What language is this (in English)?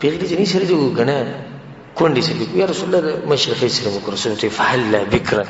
Pashto